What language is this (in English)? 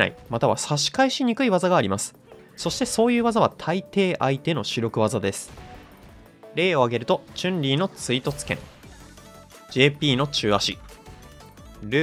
Japanese